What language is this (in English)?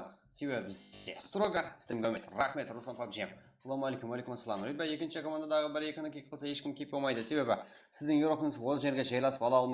Kara-Kalpak